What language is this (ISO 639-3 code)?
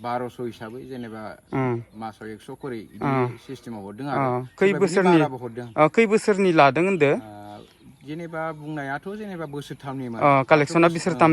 brx